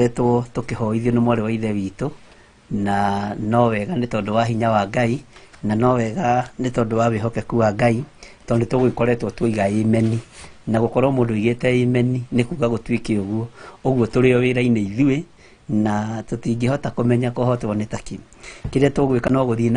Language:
Kikuyu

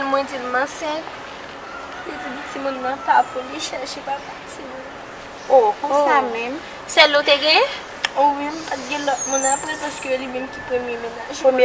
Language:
Haitian Creole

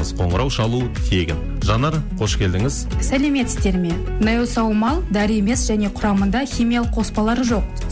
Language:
Kazakh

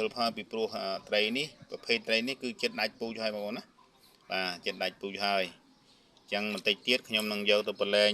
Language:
Khmer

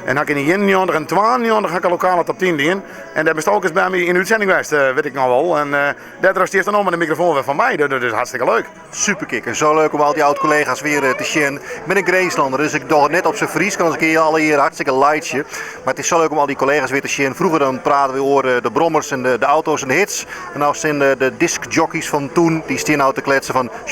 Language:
Western Frisian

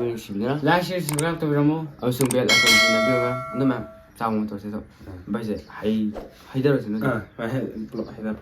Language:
Manipuri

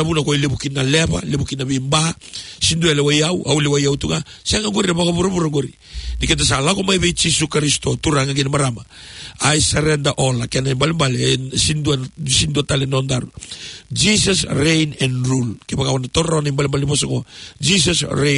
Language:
Fijian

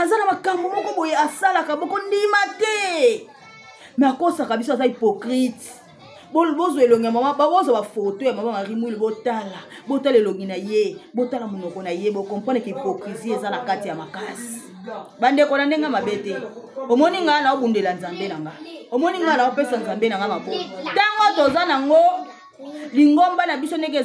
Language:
Lingala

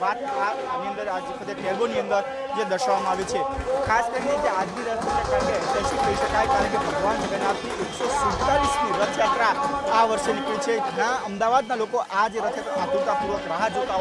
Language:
Gujarati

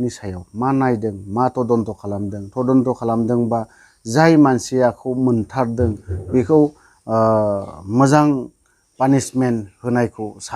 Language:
Bodo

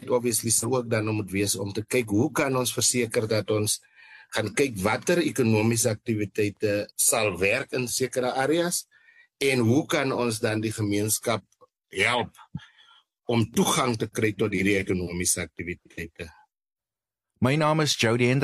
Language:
Afrikaans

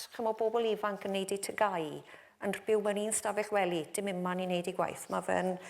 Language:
Welsh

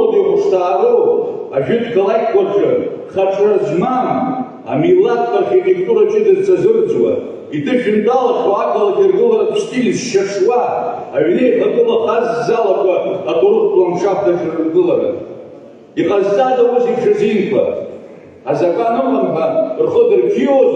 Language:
Abkhazian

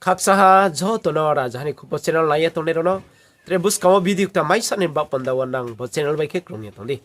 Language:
Riang (India)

